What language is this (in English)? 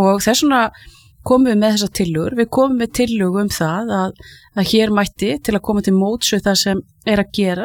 Icelandic